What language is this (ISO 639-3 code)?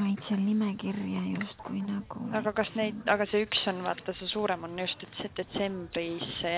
est